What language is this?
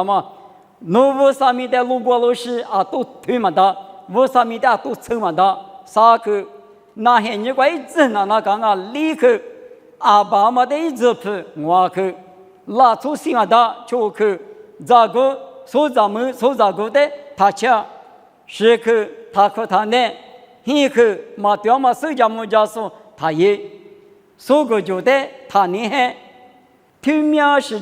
Lisu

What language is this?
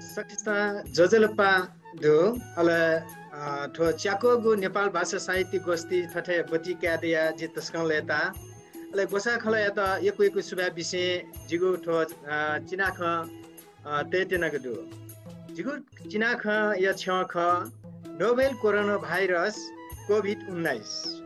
Newari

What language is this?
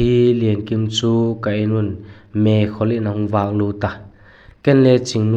Vaiphei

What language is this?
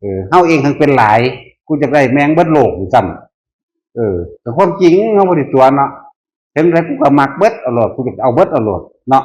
Northeastern Thai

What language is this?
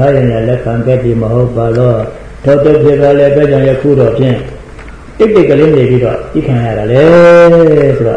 Burmese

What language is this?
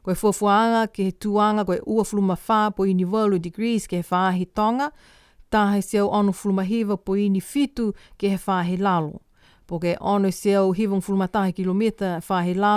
Niuean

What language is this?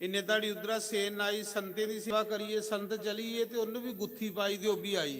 Dogri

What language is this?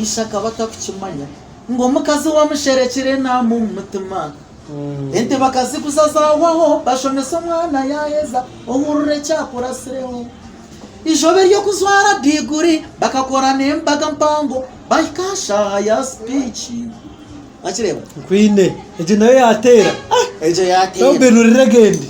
Nyankole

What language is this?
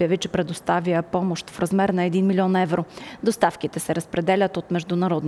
Bulgarian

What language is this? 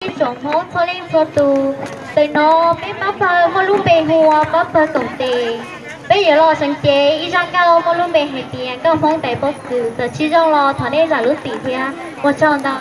Hmong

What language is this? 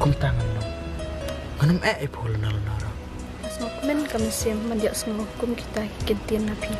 Khasi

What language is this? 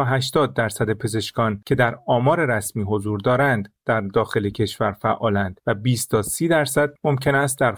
Persian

